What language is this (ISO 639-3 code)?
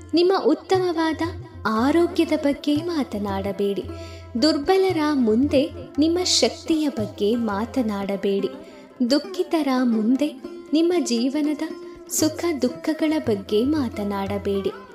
kan